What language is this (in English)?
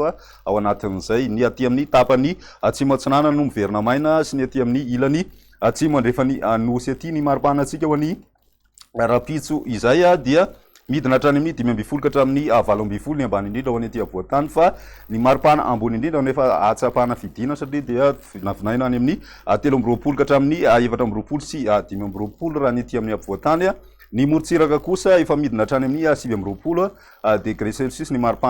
Malagasy